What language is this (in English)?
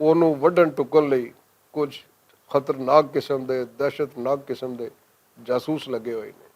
Western Panjabi